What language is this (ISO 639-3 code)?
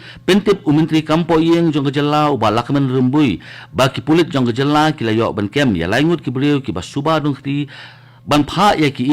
kha